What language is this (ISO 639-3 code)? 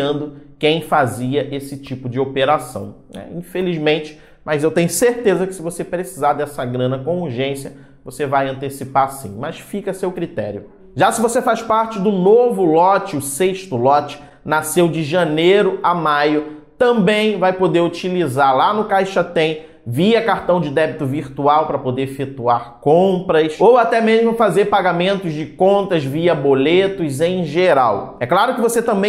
por